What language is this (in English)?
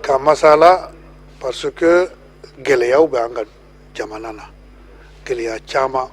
Bambara